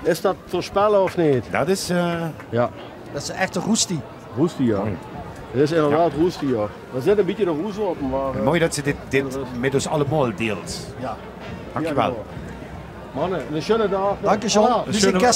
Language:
Limburgish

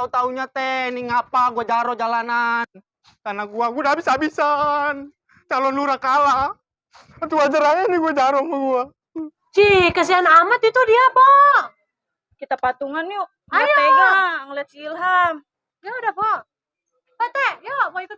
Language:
Betawi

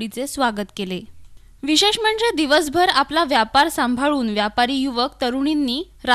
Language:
Marathi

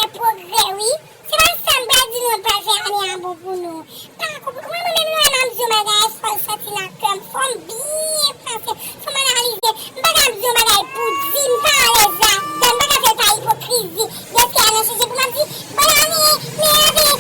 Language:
Haitian Creole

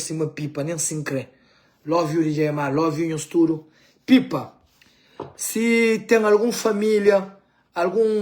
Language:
Kabuverdianu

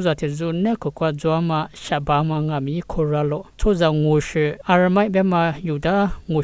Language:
Lisu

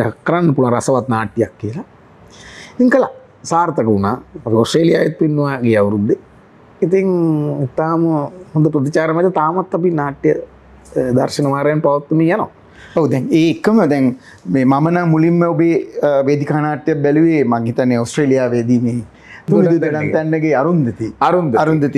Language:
Sinhala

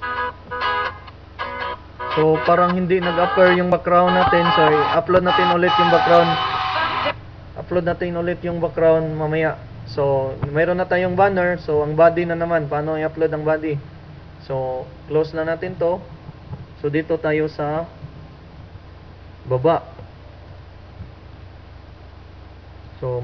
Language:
Filipino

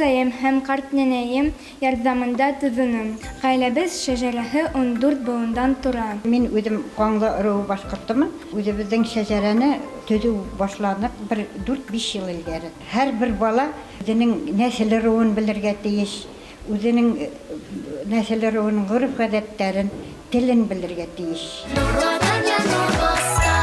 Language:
Bashkir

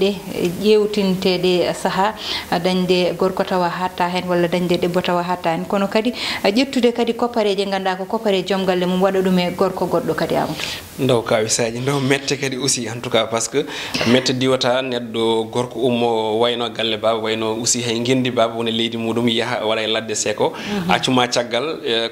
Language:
Fula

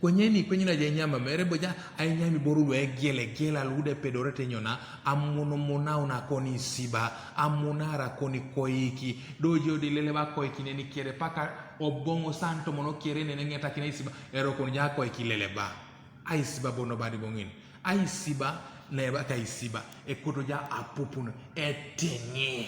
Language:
Teso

